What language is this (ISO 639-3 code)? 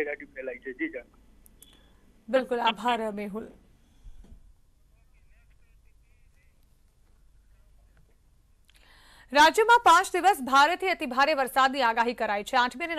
guj